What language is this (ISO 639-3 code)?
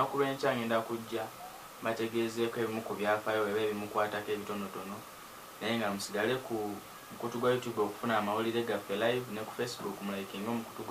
lug